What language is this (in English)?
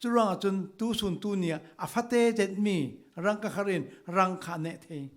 Falam Chin